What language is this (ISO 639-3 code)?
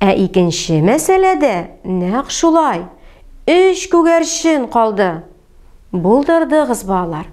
tat